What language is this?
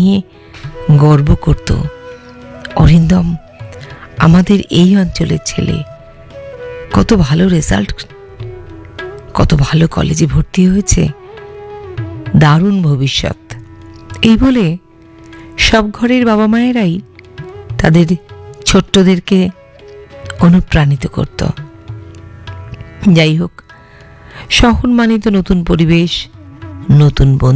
Bangla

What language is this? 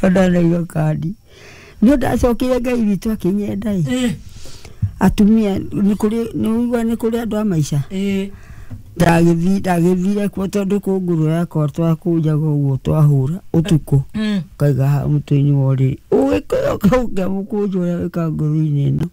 Kikuyu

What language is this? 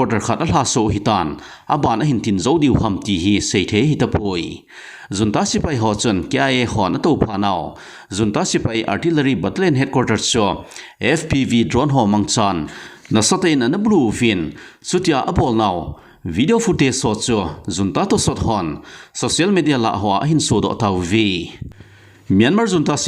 Thado Chin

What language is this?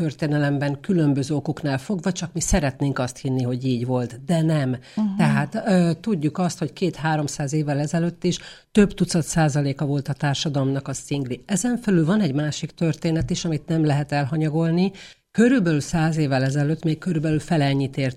Hungarian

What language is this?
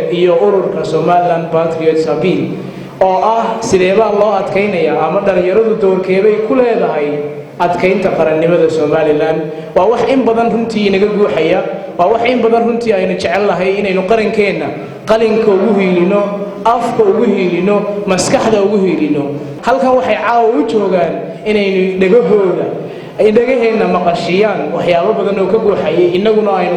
Somali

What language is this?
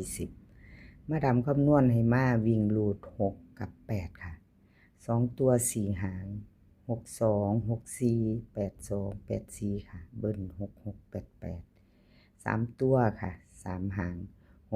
Lao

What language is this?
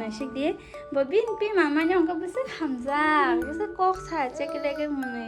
Kok Borok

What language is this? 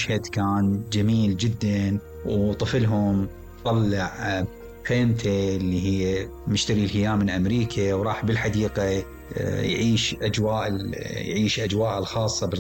Mesopotamian Arabic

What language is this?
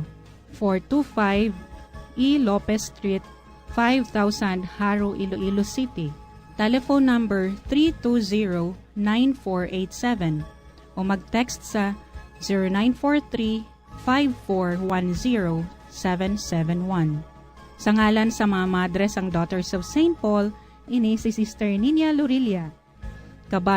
Hiligaynon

